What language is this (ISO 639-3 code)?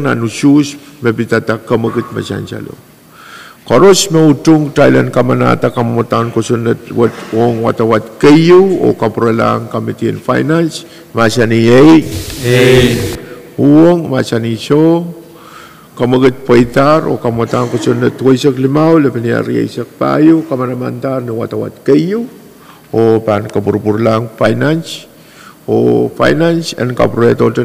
pon